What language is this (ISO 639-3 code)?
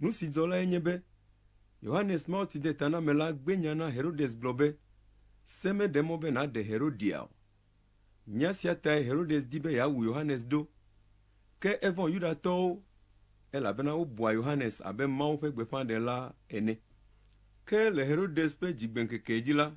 ewe